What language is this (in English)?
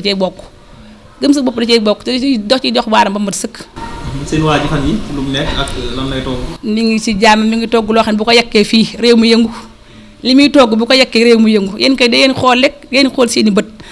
Wolof